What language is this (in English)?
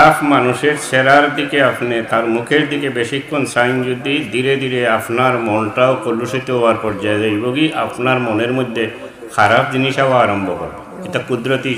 Sylheti